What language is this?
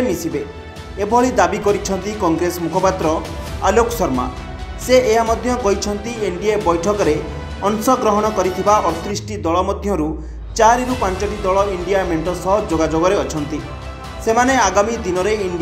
Odia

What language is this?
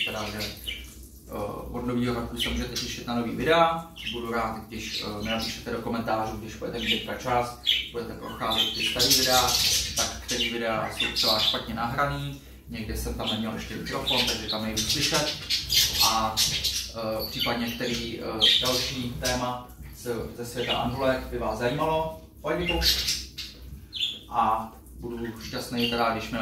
Czech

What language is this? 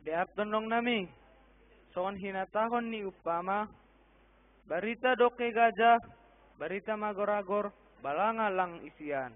Batak Simalungun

